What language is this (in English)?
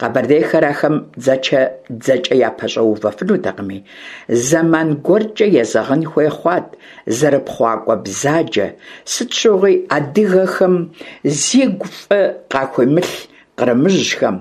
Kabardian